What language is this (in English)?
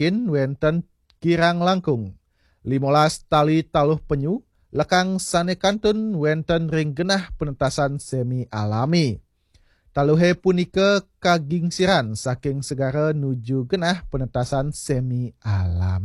Balinese